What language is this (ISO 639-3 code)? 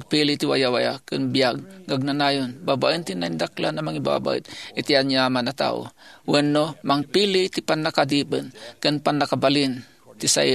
ilo